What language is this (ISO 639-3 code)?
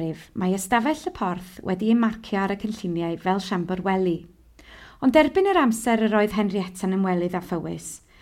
cym